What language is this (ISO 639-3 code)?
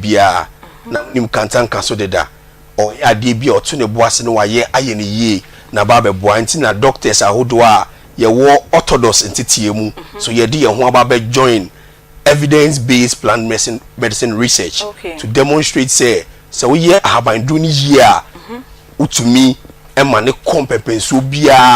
aka